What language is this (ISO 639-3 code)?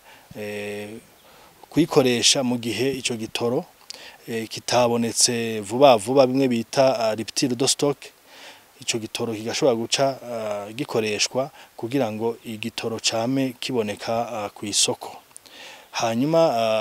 run